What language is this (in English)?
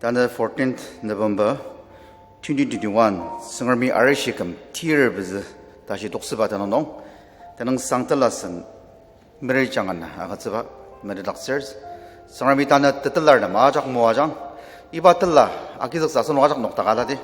Ao Naga